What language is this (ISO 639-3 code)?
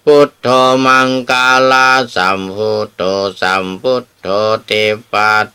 pli